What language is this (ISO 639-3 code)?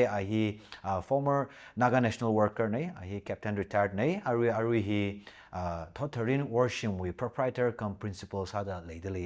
nmf